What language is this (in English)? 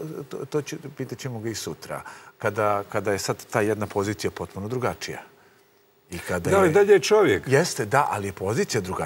Serbian